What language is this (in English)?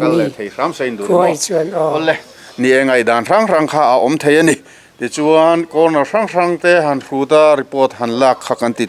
Mizo